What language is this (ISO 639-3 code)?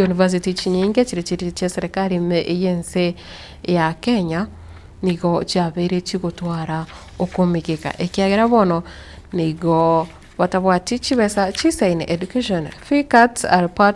guz